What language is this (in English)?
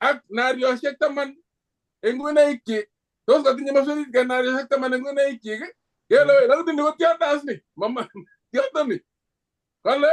Kalenjin